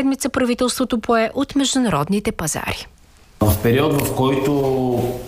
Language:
Bulgarian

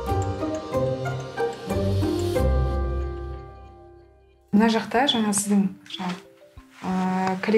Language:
Kazakh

